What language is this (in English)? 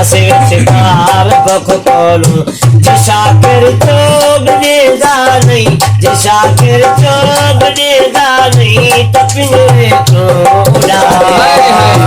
Saraiki